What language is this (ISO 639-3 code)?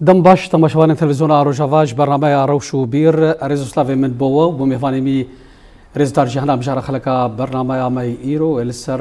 kur